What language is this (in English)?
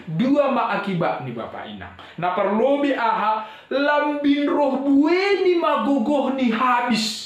Batak Simalungun